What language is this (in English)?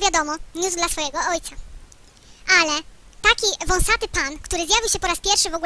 Polish